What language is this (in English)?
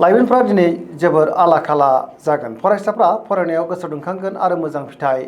Bodo